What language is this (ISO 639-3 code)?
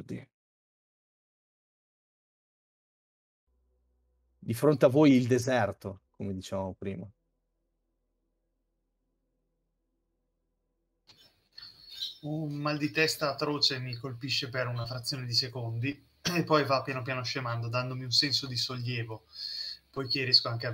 ita